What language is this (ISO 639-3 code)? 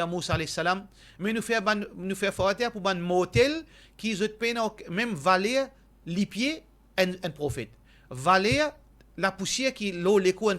mfe